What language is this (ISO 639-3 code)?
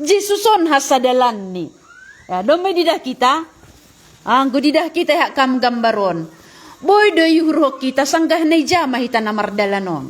bts